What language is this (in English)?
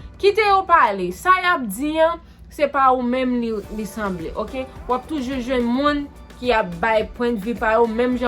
Haitian Creole